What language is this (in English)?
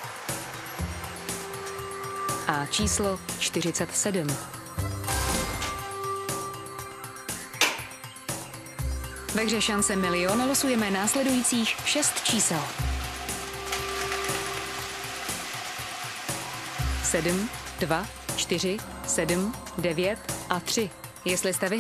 Czech